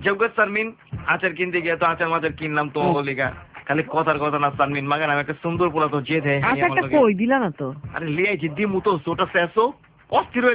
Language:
Bangla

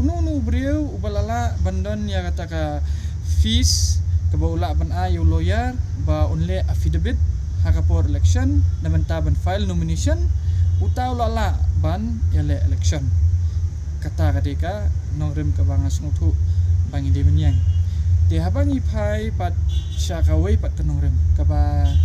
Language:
Khasi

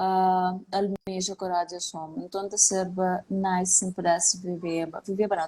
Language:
Kabuverdianu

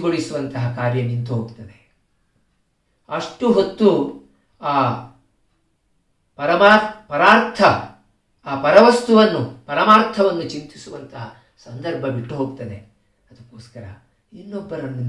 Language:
Kannada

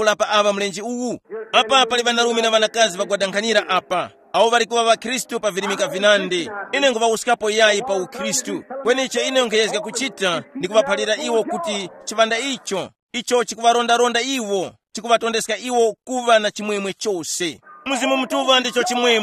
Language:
Tumbuka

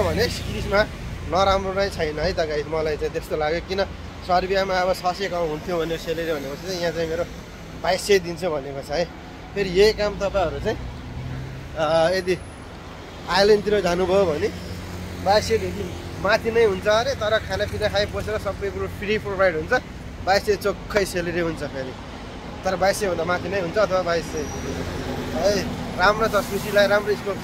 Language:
Nepali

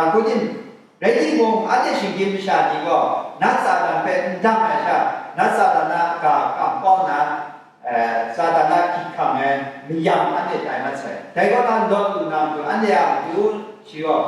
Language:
Kachin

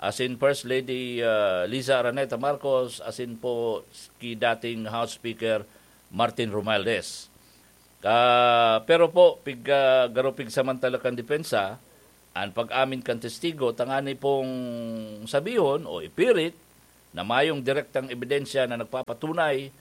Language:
Bikol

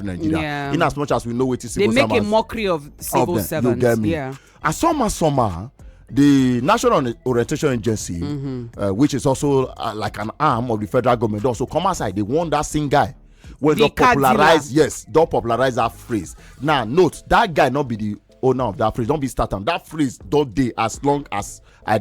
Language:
Nigerian Pidgin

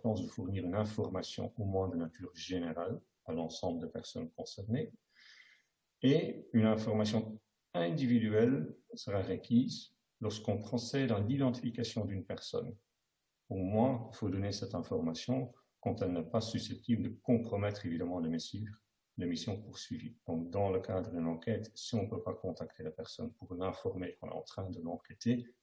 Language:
French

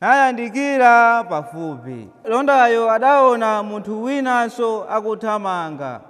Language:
Nyanja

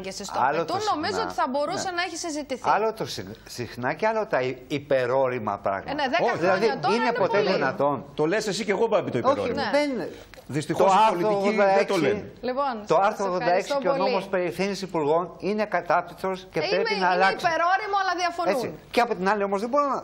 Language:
Greek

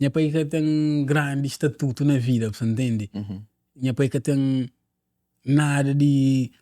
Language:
Kabuverdianu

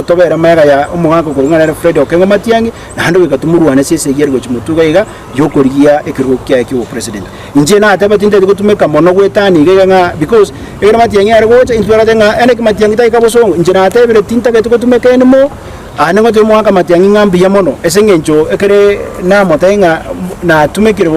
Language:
Gusii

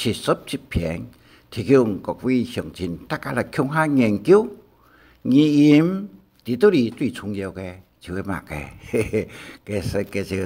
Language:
Hakka Chinese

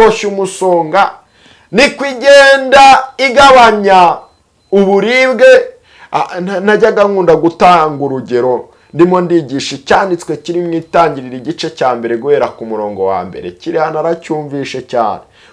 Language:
Kinyarwanda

